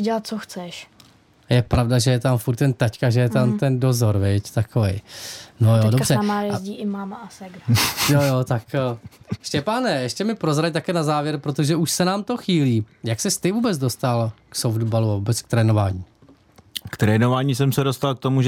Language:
Czech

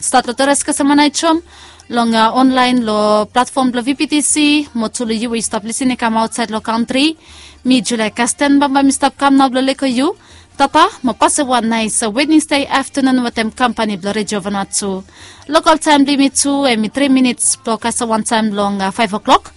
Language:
Bislama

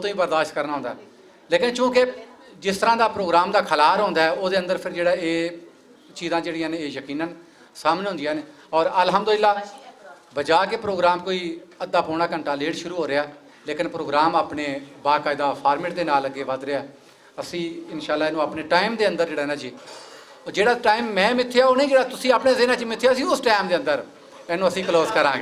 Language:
Western Panjabi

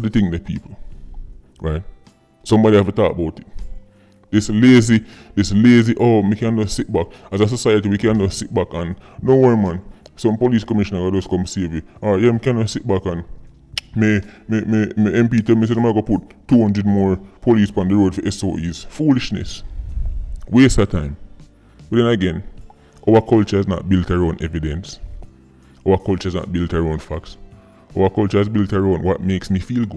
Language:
Jamaican Creole English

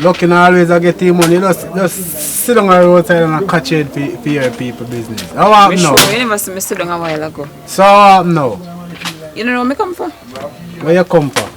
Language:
Jamaican Creole English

